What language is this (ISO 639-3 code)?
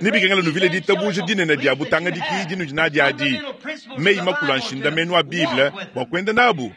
lua